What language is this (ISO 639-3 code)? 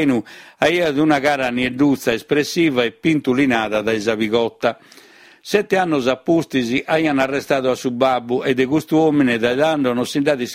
srd